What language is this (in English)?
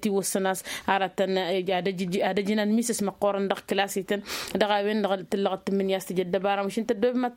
Tamasheq